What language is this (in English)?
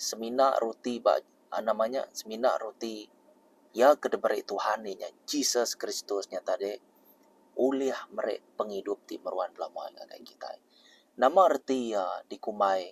Iban